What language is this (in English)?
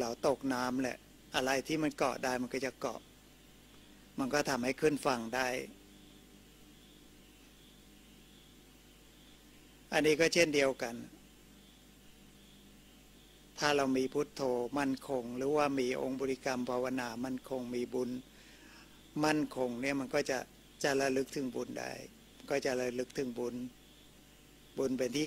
Thai